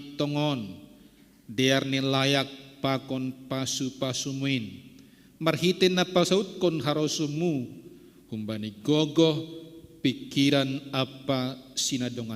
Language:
Batak Simalungun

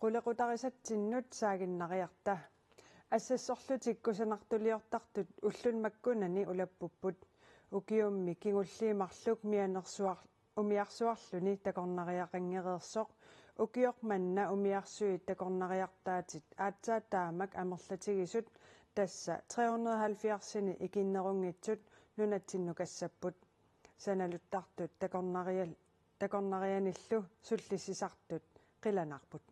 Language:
Kalaallisut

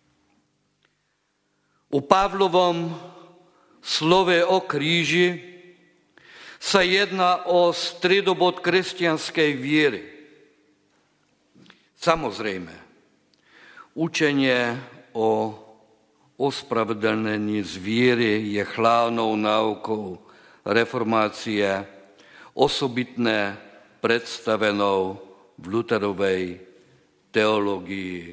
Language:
Slovak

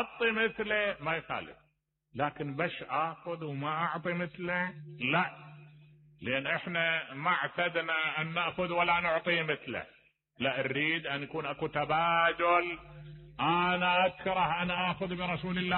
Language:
Mesopotamian Arabic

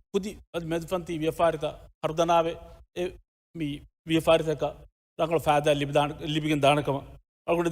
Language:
Divehi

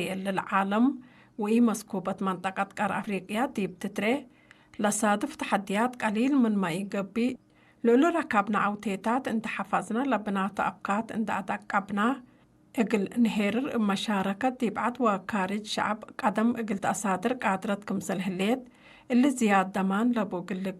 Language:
Tigre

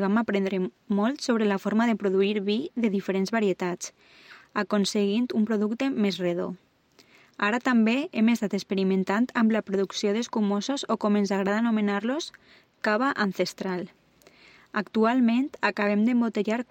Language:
Catalan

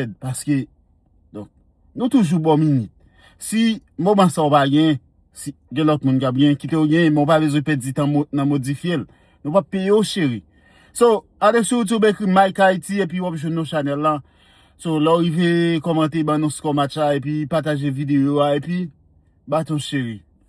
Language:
Haitian Creole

